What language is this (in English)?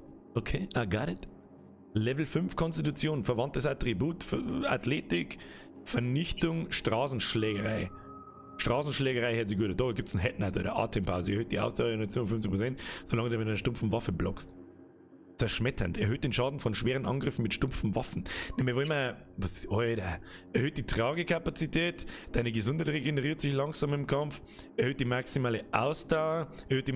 Bavarian